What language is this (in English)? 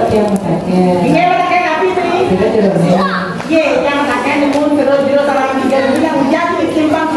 Balinese